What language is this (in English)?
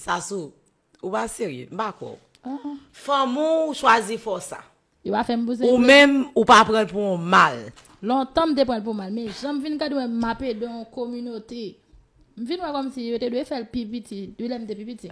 Haitian Creole